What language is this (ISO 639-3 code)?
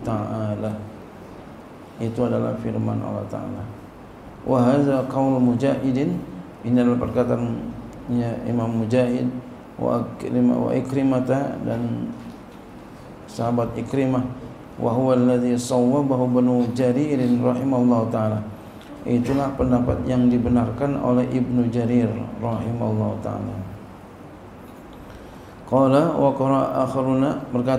ind